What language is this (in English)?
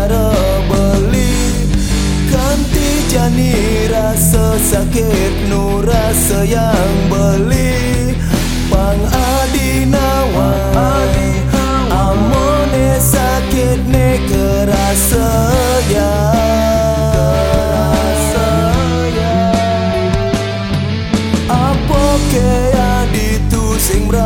Balinese